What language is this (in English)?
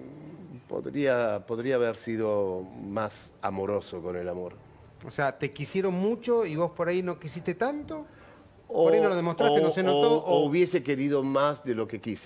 Spanish